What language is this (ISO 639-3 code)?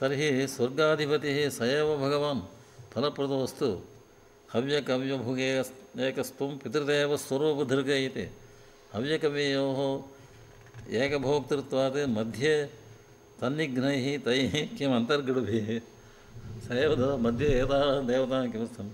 san